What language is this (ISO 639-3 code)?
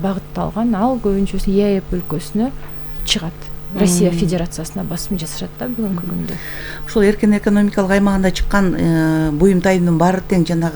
kir